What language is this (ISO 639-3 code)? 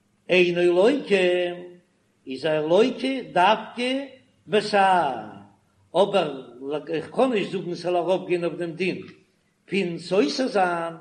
yid